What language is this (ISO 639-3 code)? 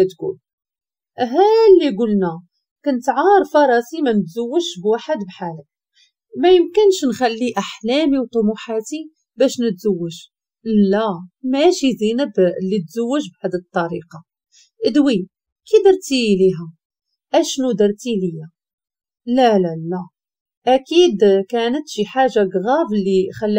ary